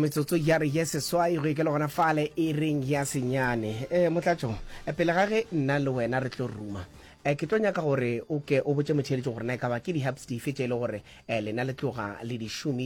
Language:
Northern Sotho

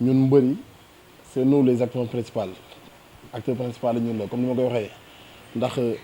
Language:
Wolof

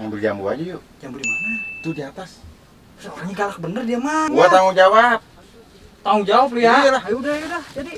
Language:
Betawi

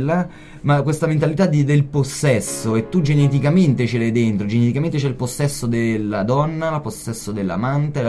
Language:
Italian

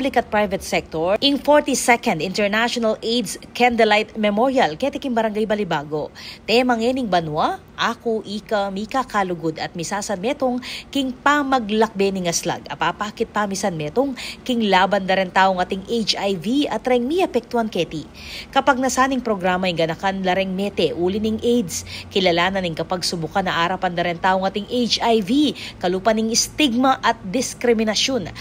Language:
Pampanga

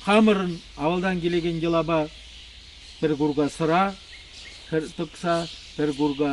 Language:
Chuvash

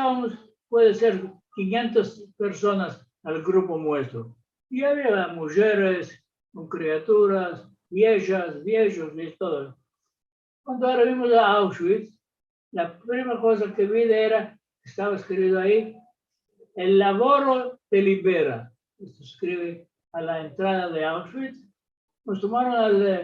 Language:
Ladino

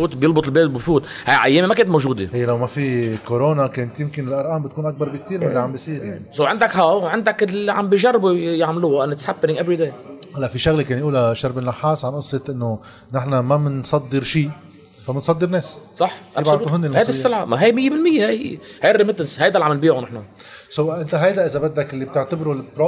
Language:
North Levantine Arabic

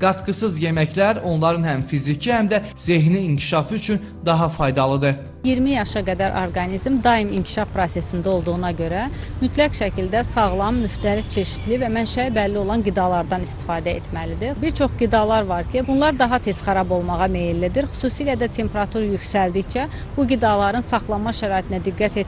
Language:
Azerbaijani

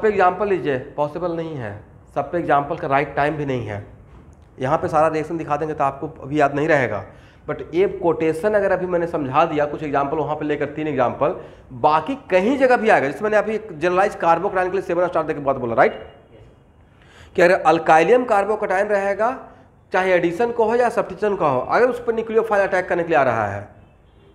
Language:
Hindi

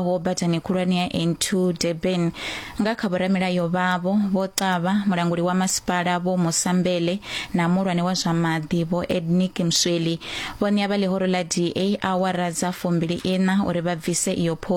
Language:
Venda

